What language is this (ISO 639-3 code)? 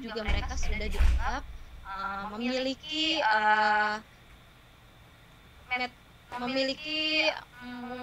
ind